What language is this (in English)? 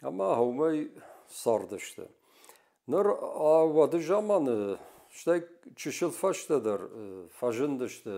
Ossetic